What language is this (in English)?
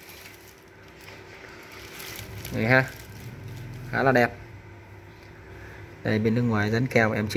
Vietnamese